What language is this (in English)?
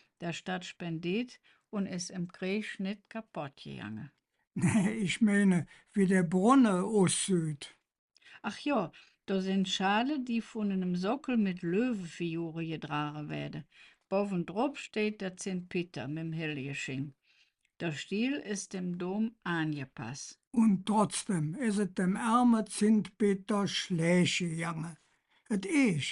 Colognian